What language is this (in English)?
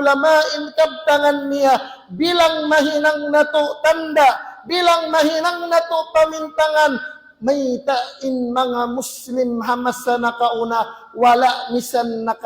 Tausug